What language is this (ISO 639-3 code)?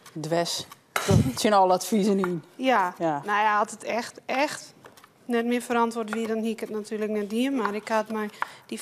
fry